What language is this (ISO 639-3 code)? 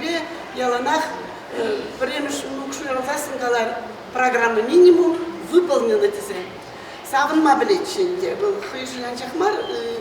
chv